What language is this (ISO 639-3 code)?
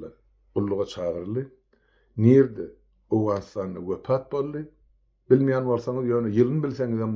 tuk